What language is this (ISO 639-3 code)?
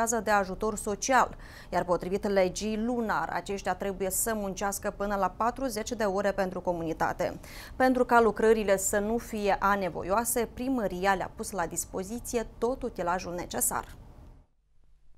ron